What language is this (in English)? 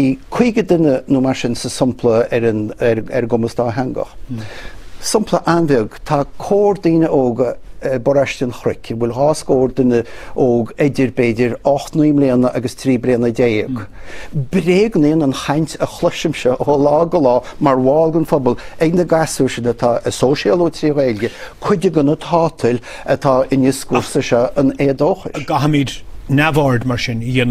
Irish